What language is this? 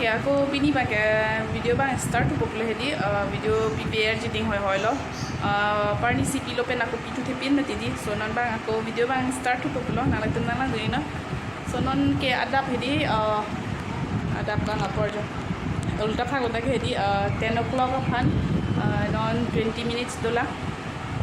Karbi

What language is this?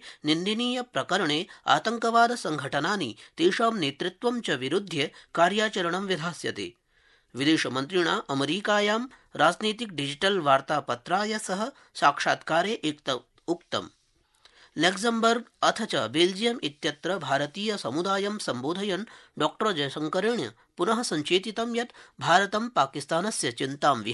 Sanskrit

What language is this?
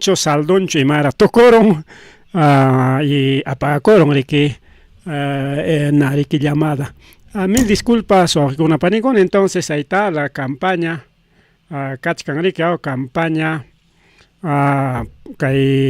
Ayacucho Quechua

